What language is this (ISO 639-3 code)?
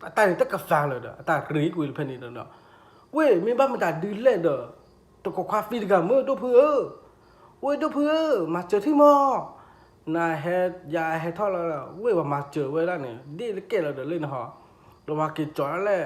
ksw